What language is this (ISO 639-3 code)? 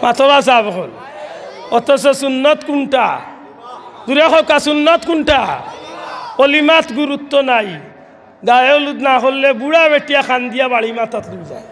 syl